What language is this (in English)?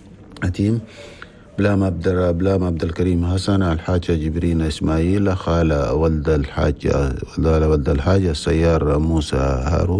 Chadian Arabic